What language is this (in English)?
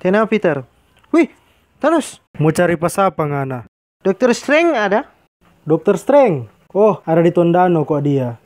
Manado Malay